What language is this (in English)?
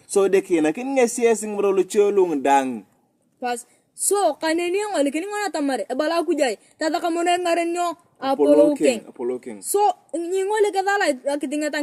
Turkana